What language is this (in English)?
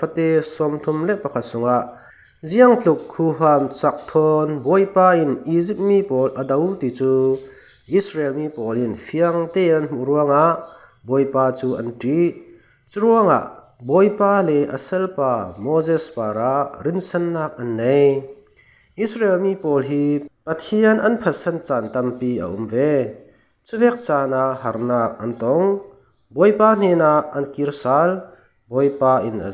Falam Chin